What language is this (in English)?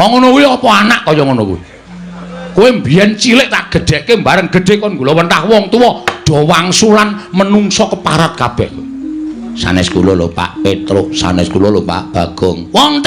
Javanese